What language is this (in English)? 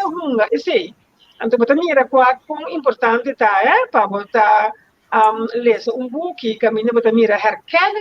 Papiamento